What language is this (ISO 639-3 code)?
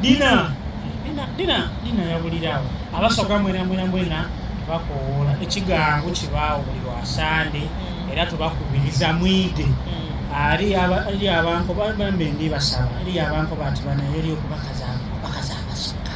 xog